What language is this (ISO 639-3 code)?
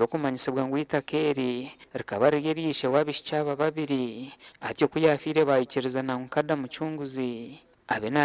nyn